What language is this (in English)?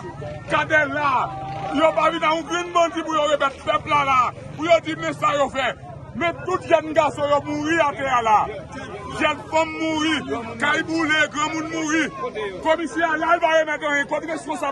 Haitian Creole